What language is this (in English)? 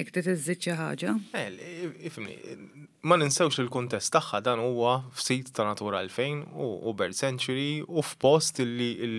Maltese